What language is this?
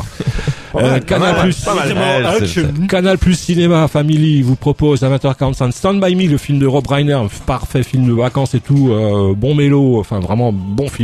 French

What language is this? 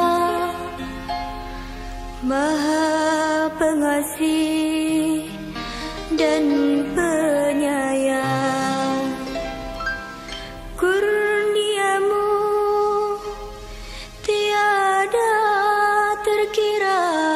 Malay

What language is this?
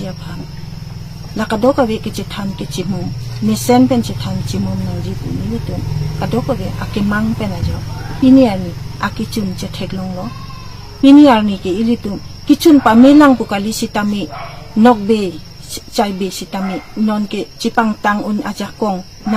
Karbi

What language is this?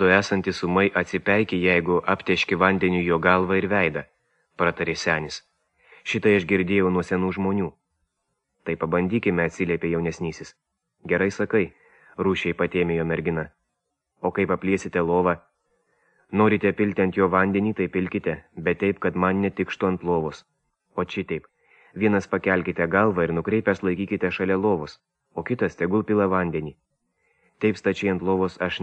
Lithuanian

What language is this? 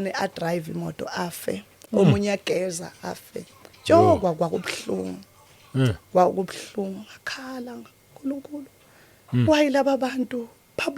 Zulu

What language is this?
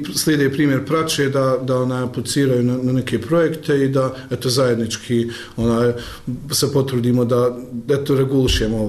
Bosnian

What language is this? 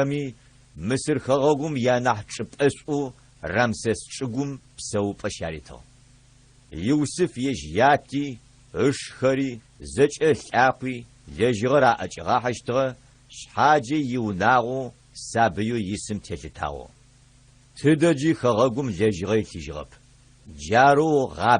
Adyghe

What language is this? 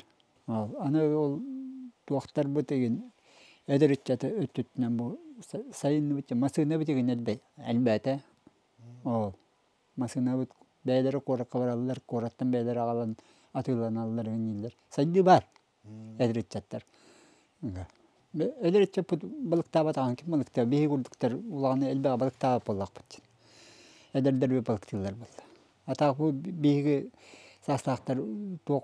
Yakut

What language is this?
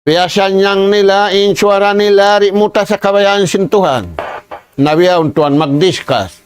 Tausug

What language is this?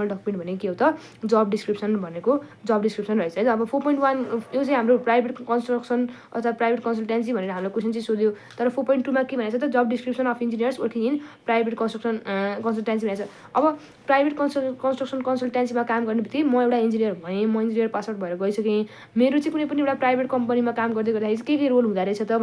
Nepali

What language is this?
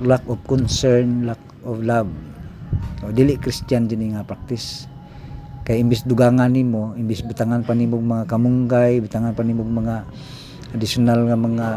Cebuano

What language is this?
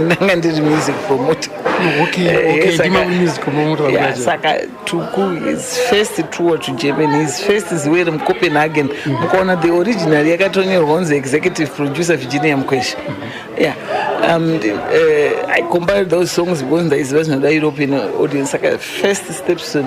Shona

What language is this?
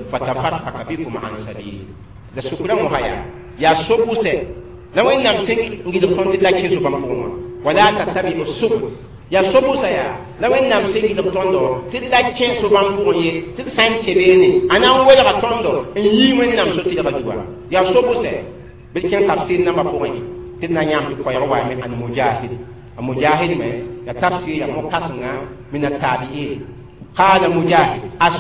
Mossi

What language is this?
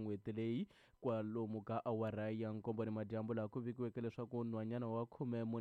Tsonga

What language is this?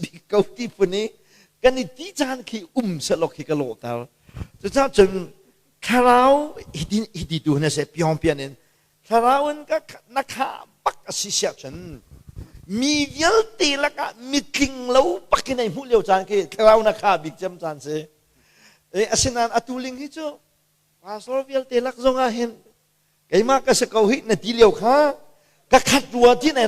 Hakha Chin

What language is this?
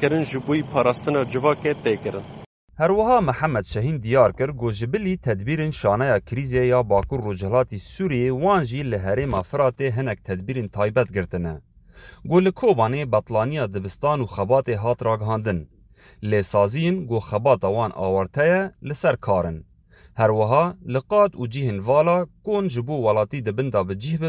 Kurdish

